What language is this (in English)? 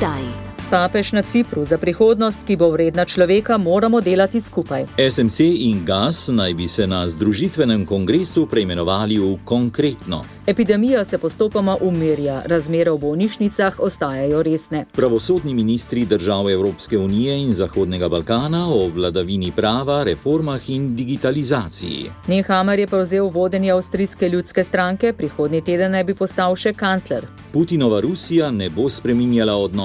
Slovenian